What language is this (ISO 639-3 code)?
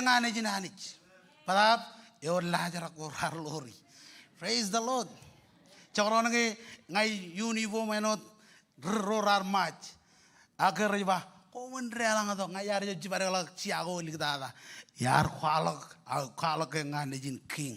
mah